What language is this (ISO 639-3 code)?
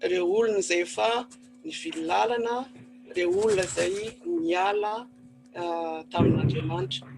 mlg